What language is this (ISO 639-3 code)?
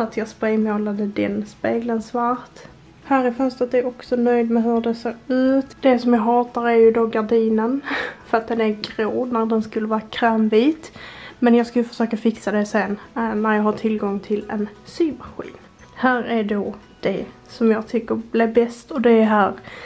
swe